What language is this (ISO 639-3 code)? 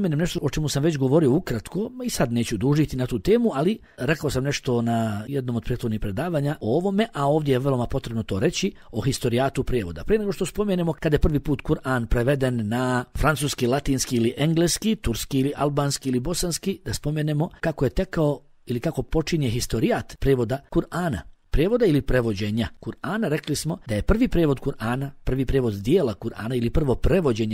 bos